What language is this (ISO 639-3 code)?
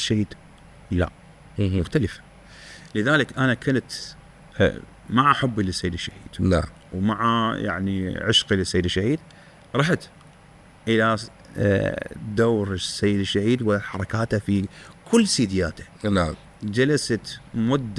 acm